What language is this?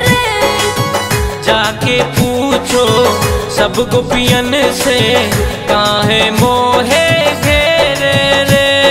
Bhojpuri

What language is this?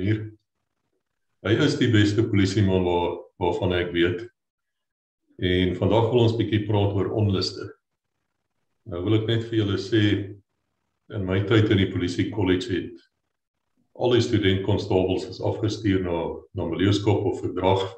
Afrikaans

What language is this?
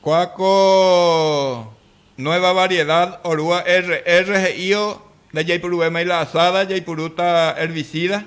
Guarani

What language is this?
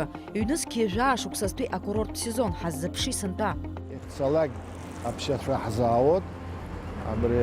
Abkhazian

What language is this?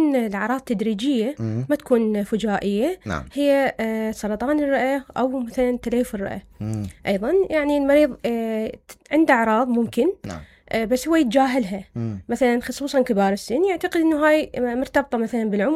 Mesopotamian Arabic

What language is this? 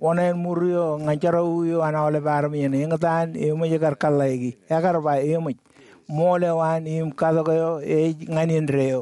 Marshallese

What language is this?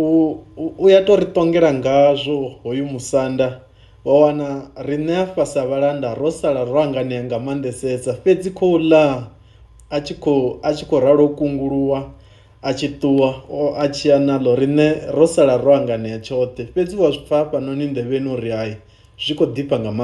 Venda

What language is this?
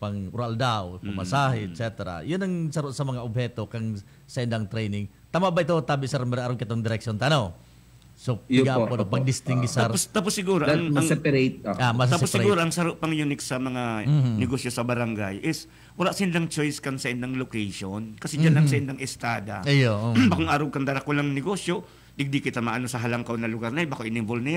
Bikol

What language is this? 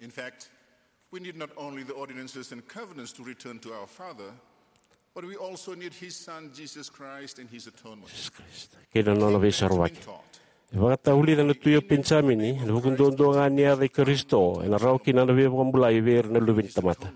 Fijian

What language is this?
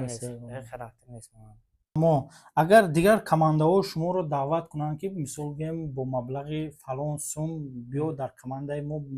Tajik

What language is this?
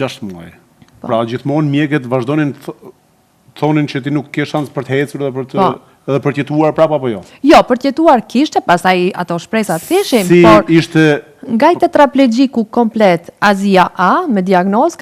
Albanian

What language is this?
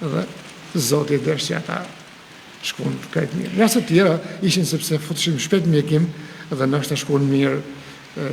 Albanian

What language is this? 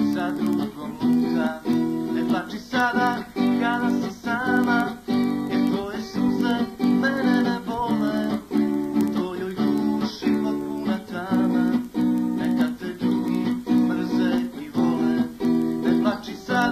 Serbian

